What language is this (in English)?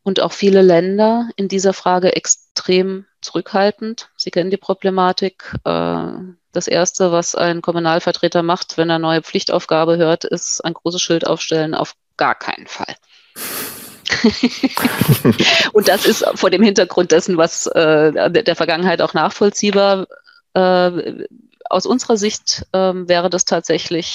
German